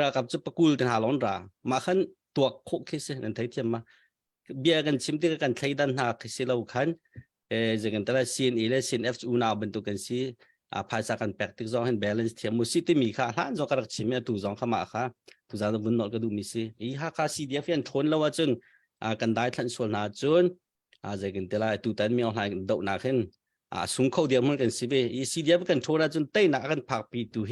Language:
Hakha Chin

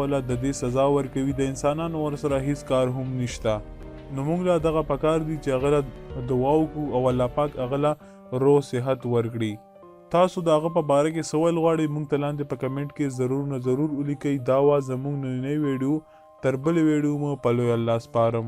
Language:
Pashto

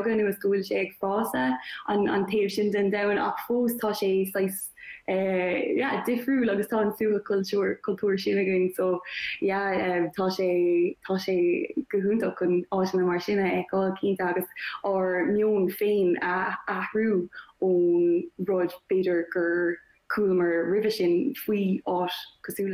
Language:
Irish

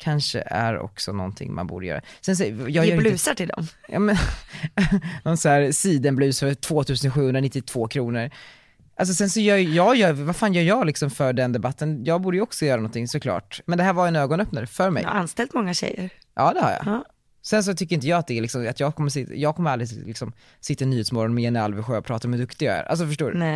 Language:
Swedish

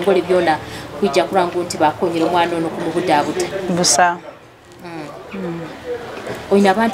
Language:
Nyoro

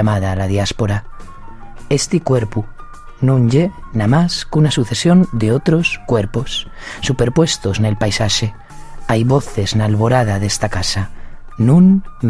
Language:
Asturian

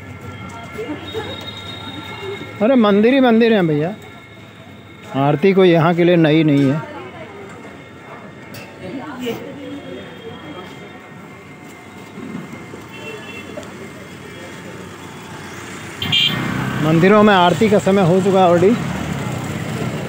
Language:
Hindi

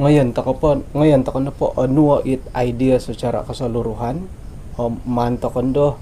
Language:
Central Dusun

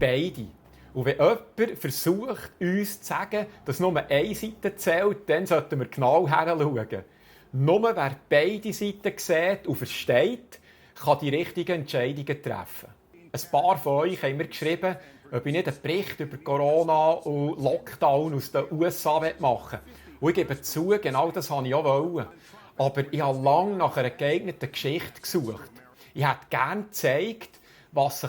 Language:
Swiss German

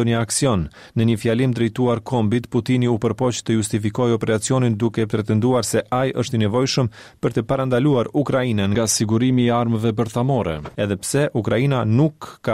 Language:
Albanian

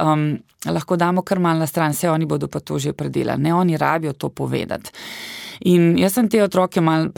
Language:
Slovenian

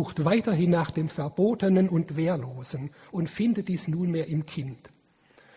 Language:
German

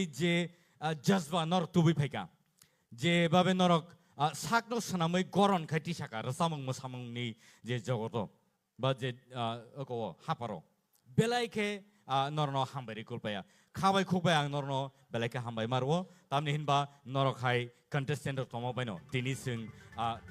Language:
Kok Borok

